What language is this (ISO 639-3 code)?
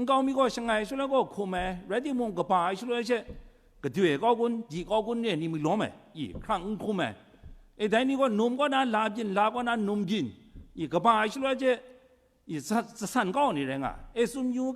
kac